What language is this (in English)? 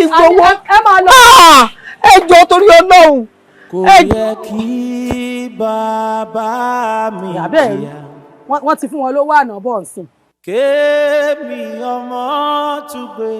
Yoruba